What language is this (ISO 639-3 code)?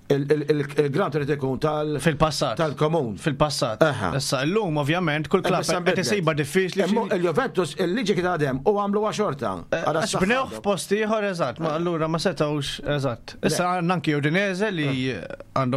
mlt